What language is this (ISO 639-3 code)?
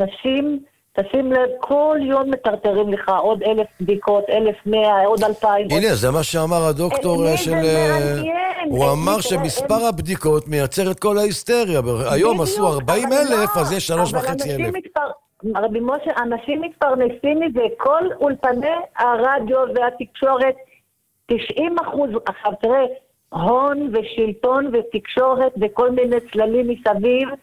heb